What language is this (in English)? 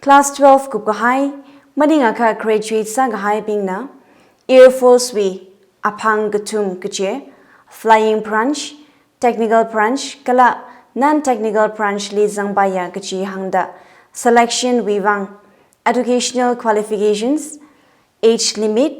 Tangkhul Naga (India)